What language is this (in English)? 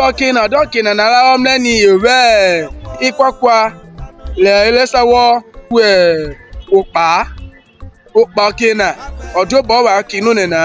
Urhobo